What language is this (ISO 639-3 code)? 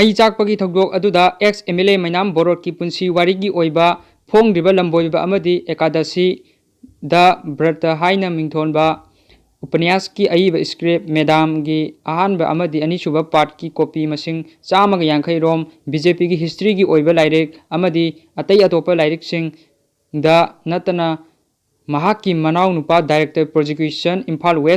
mni